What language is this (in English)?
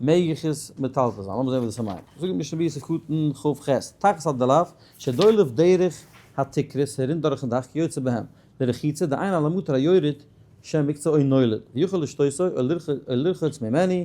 Yiddish